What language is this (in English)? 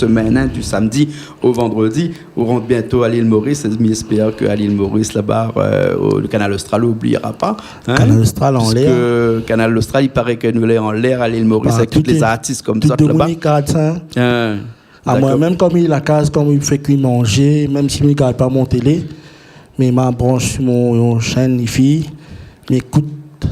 Réunion Creole French